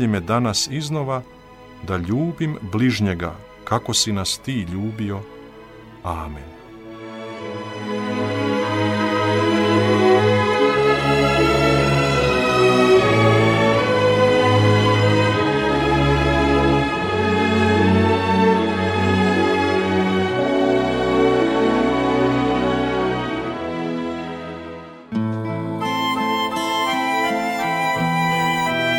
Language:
Croatian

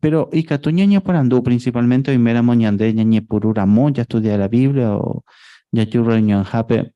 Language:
Guarani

